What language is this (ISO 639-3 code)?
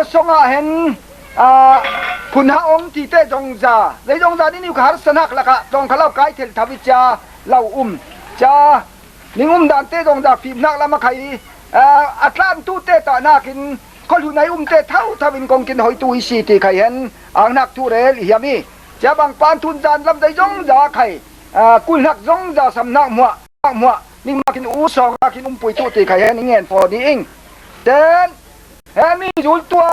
cfm